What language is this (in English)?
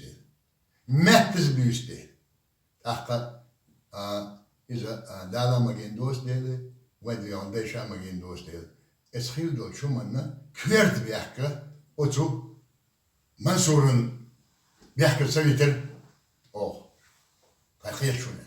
Chechen